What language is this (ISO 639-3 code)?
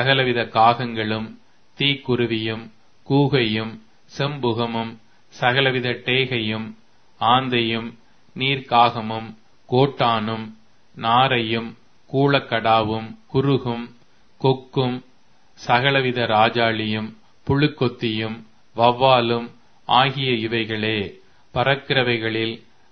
tam